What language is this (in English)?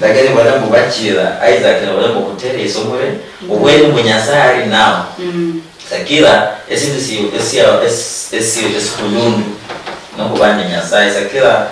Luyia